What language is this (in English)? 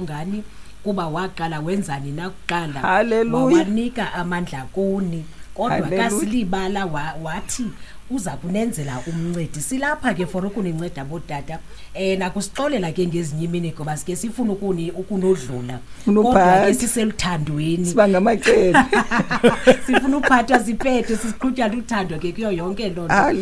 Xhosa